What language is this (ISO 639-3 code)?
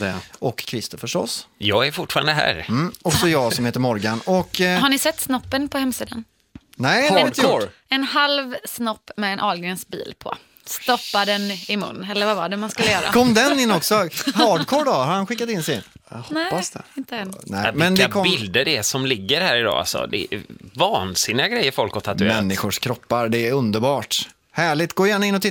swe